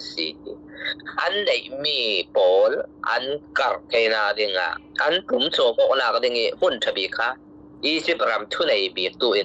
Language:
Falam Chin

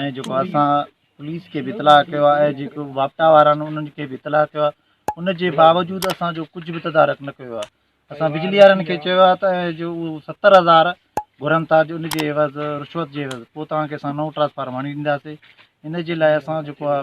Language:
Sindhi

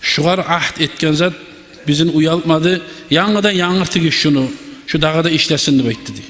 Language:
Kumyk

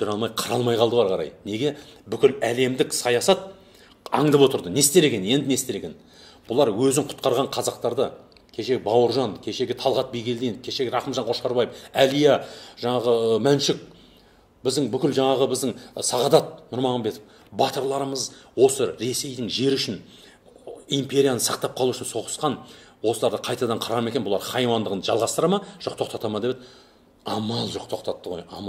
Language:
Kazakh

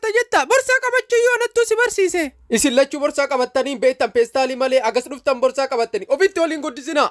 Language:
Oromo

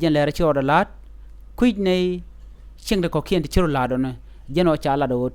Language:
Nuer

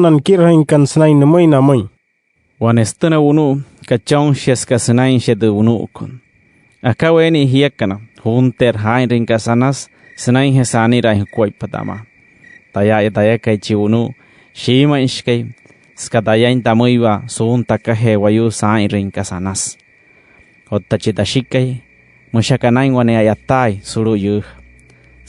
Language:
Wayuu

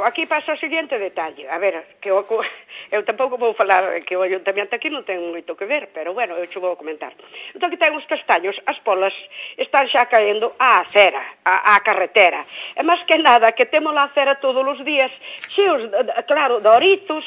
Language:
Galician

